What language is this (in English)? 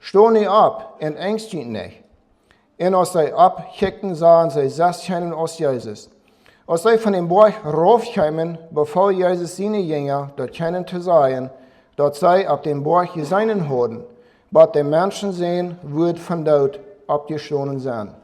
Plautdietsch